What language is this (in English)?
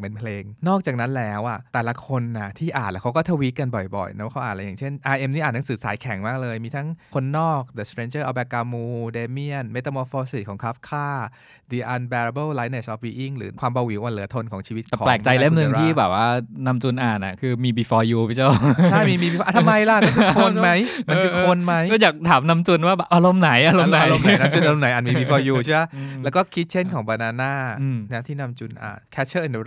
Thai